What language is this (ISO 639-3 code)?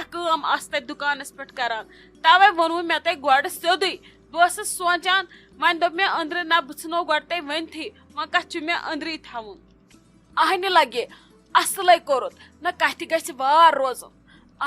kas